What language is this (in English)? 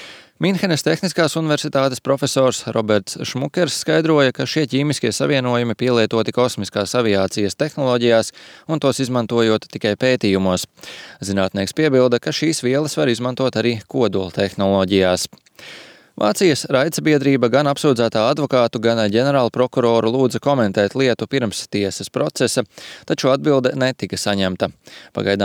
Latvian